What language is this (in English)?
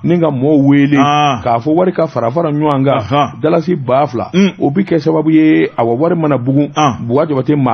Bambara